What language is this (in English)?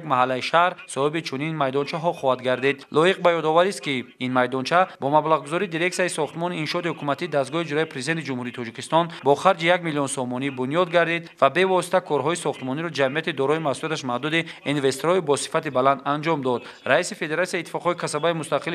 Tajik